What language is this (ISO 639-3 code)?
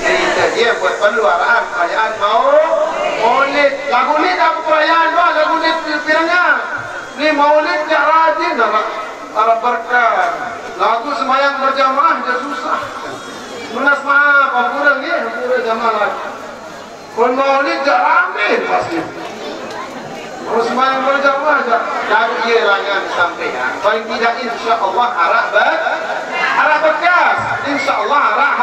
msa